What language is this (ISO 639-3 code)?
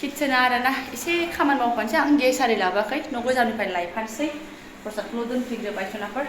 brx